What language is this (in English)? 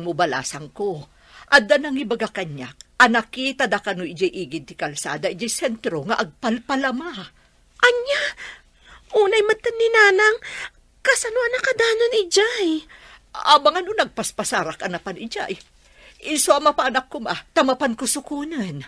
Iloko